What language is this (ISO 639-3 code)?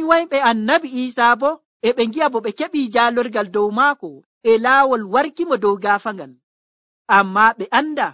fuv